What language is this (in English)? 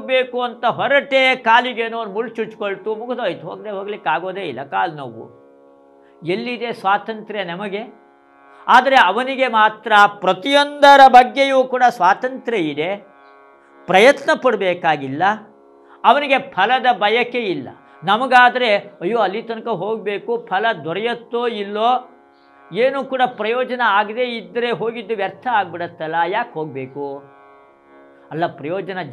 Kannada